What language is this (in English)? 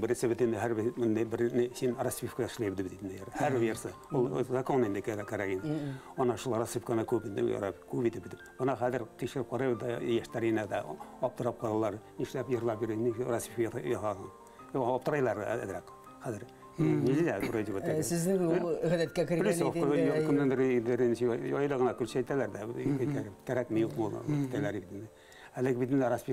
Bashkir